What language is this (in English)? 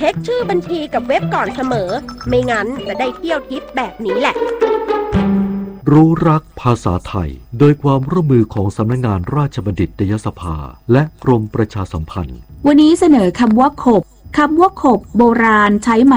Thai